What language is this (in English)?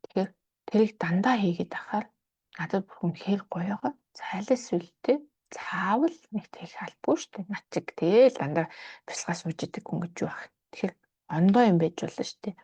Mongolian